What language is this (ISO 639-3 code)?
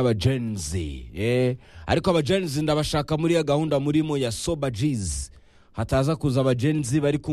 kin